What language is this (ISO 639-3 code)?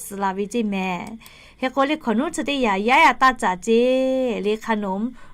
lhu